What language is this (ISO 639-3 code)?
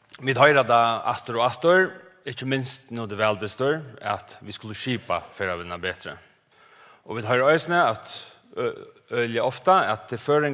fao